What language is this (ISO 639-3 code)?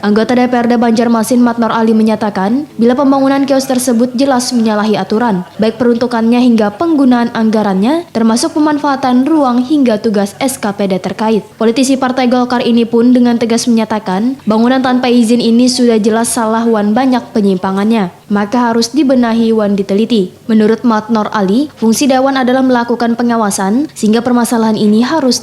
bjn